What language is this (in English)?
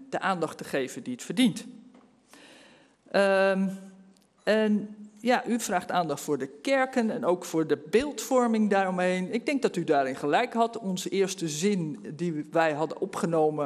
Dutch